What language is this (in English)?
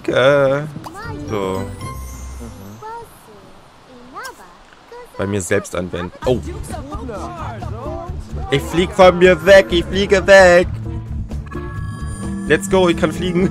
German